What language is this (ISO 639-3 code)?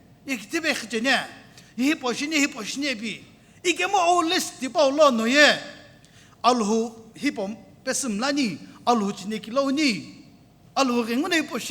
nsm